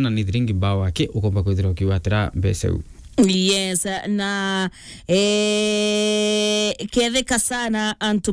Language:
Meru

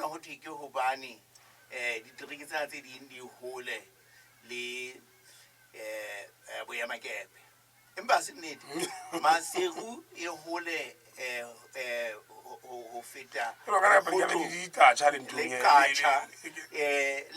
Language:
Southern Sotho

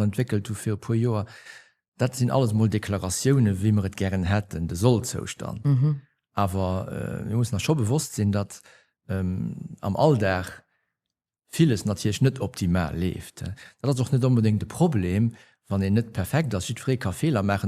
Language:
Luxembourgish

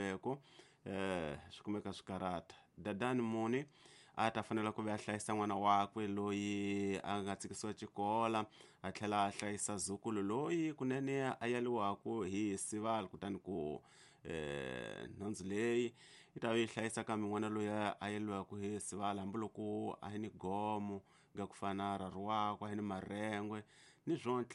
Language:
Tsonga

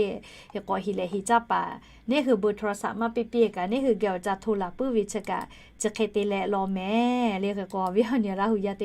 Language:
Lahu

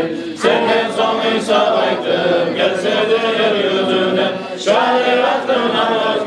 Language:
Kumyk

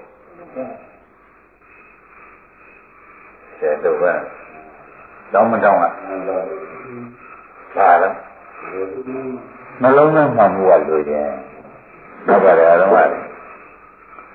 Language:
Burmese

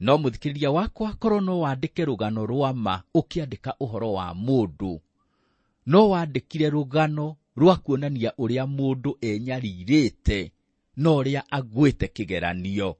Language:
Kikuyu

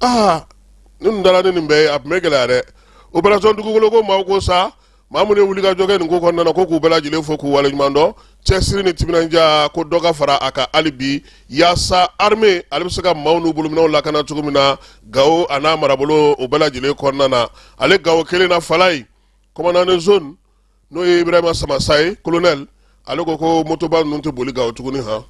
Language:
Bambara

